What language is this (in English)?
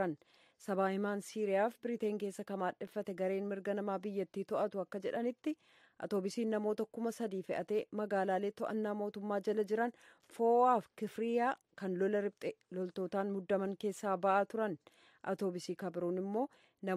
Oromo